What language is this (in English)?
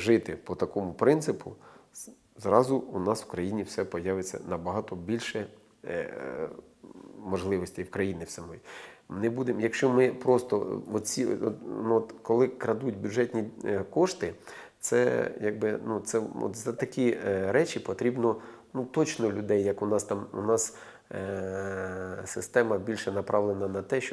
Ukrainian